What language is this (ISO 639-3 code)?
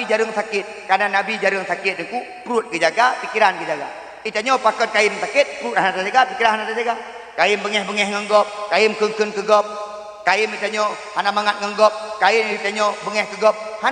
ace